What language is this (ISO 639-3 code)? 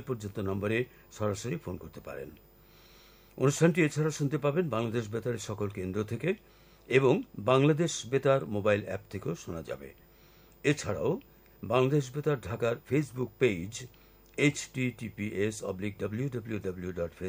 ben